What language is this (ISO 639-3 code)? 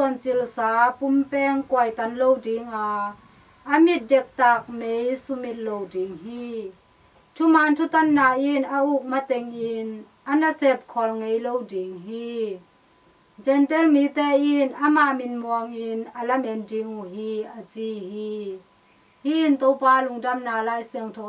ctd